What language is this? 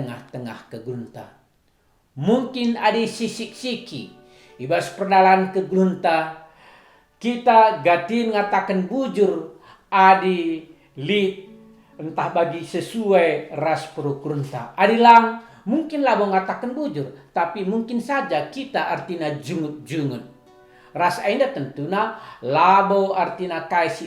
Batak Karo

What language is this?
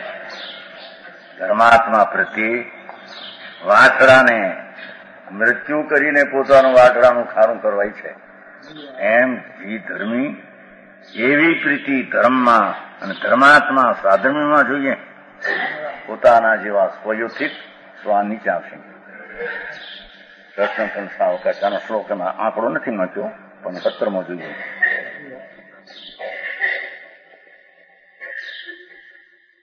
Gujarati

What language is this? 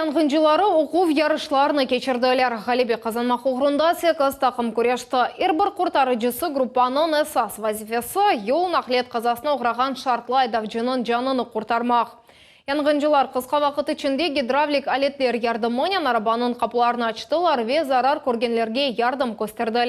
Crimean Tatar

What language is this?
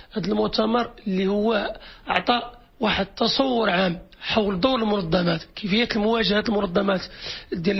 Moroccan Arabic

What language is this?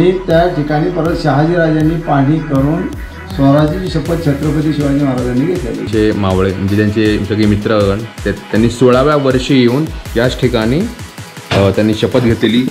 Marathi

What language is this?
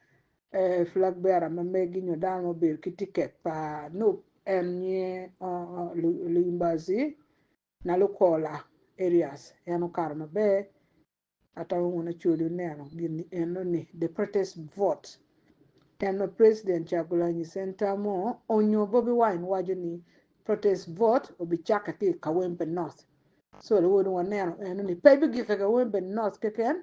Acoli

